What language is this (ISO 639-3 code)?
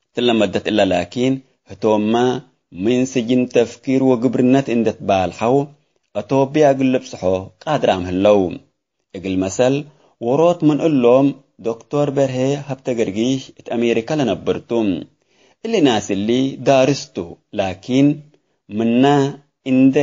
tig